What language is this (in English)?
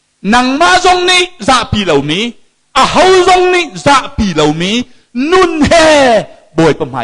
Hakha Chin